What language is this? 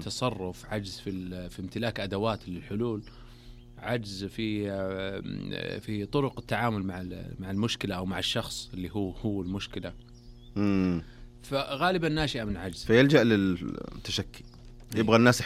Najdi Arabic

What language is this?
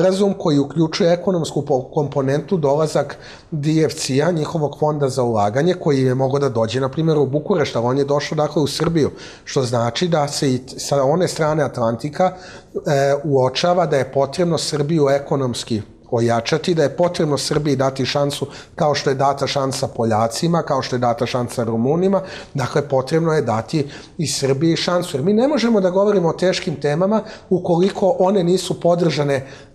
Serbian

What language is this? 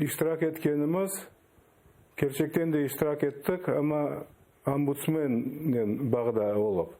Crimean Tatar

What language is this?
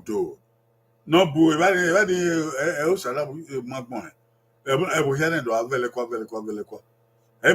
Bini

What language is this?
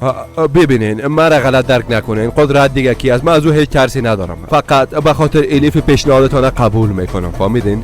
Persian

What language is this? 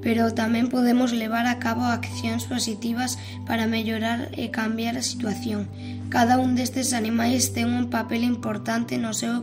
Galician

